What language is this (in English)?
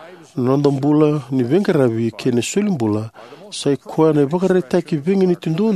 Fijian